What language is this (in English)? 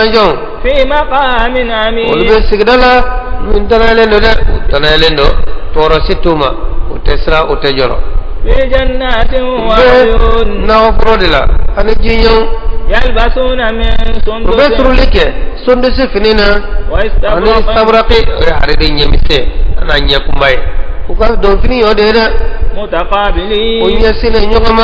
Bambara